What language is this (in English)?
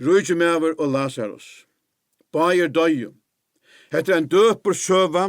Faroese